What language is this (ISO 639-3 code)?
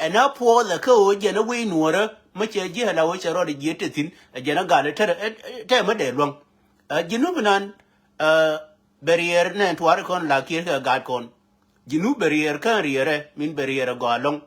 nus